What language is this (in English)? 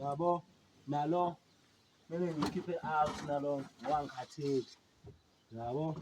Zulu